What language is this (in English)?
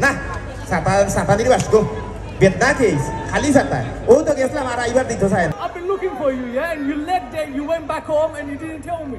Sylheti